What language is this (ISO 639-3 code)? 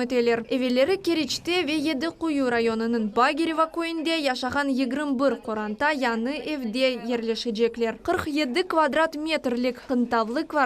crh